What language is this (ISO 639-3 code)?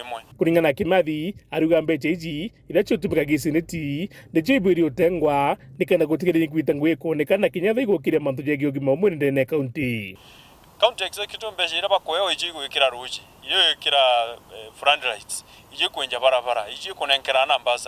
mer